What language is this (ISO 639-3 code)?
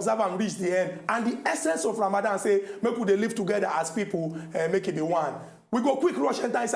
pcm